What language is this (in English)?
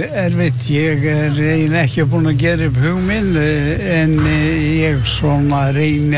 Icelandic